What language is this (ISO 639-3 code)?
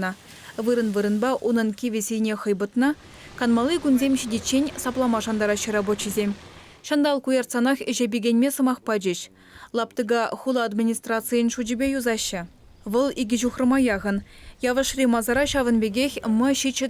chv